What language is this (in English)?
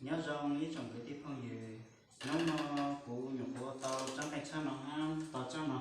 Hmong